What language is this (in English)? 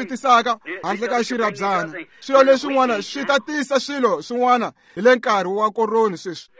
Tsonga